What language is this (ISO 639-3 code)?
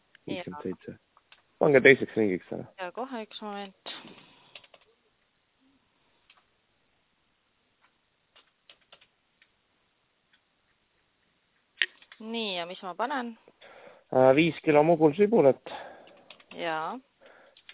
est